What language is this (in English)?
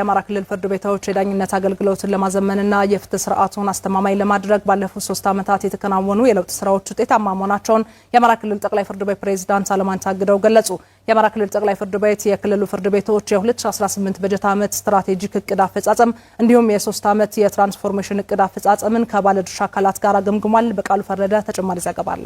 Amharic